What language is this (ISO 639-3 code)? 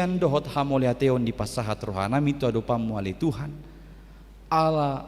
bbc